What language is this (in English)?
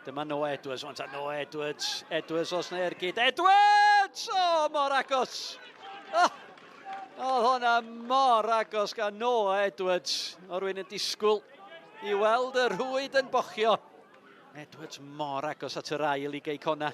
Welsh